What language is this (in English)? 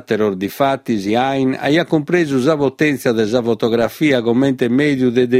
Sardinian